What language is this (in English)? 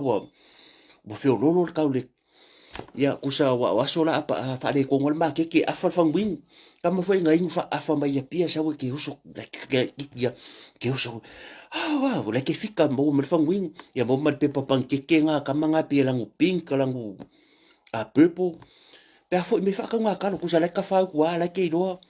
Samoan